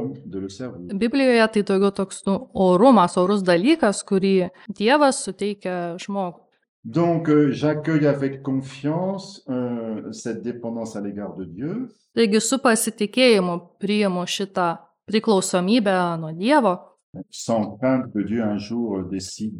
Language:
Lithuanian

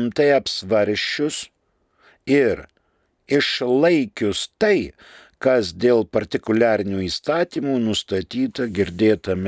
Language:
Lithuanian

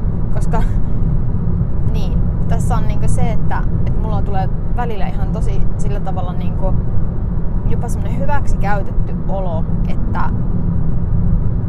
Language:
Finnish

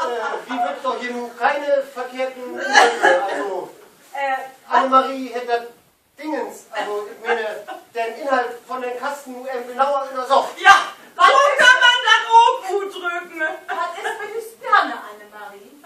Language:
Low German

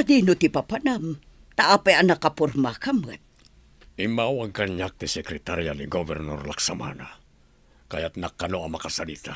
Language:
Iloko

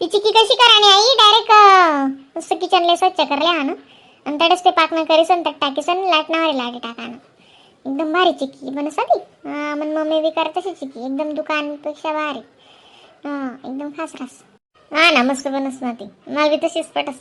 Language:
Khandesi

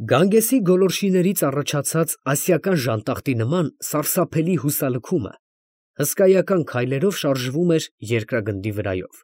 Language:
Armenian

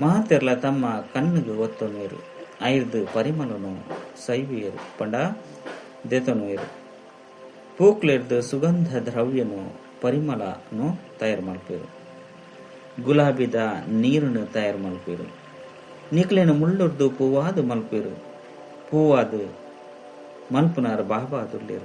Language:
Tulu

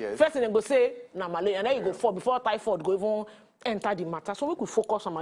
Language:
Nigerian Pidgin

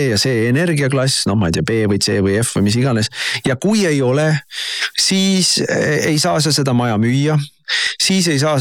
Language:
Estonian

